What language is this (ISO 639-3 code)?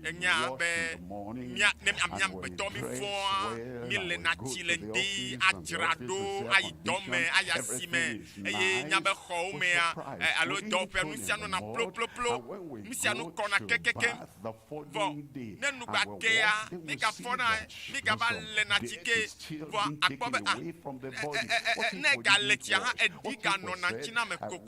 ewe